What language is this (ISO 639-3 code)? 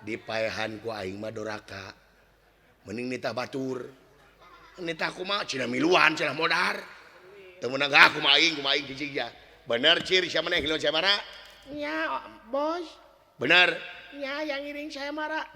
sun